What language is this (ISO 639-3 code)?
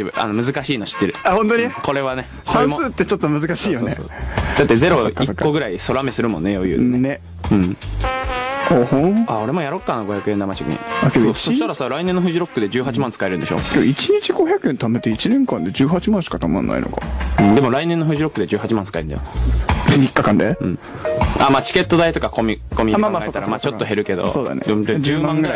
jpn